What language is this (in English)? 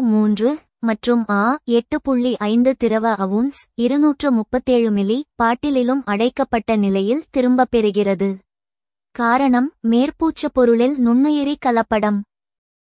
Tamil